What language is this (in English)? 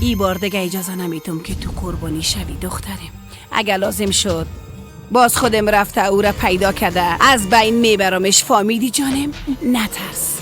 Persian